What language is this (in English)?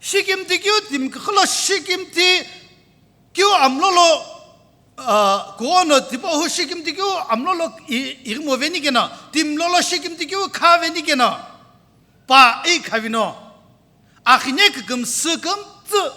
Sumi Naga